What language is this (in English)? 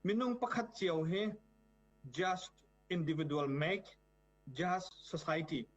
Hakha Chin